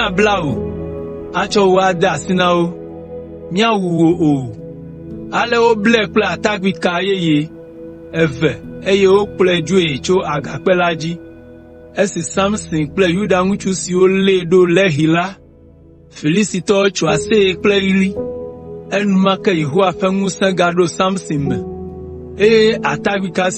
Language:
Ewe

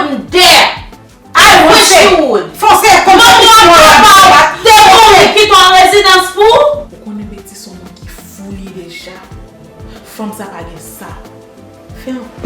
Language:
Haitian Creole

